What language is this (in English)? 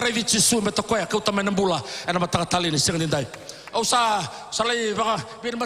Fijian